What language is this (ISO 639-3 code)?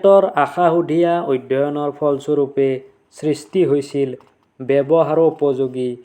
asm